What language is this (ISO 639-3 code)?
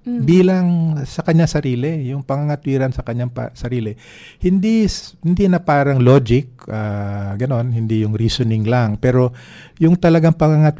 fil